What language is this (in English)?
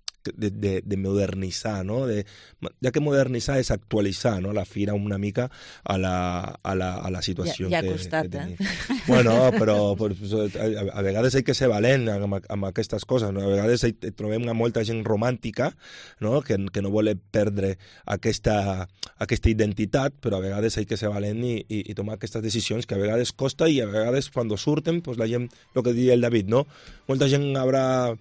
Catalan